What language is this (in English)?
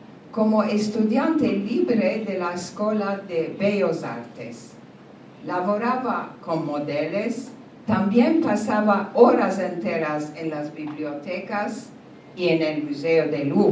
Ladino